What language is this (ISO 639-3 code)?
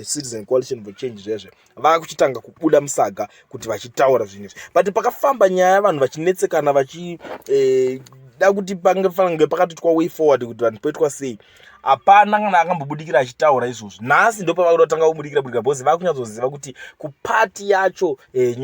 sna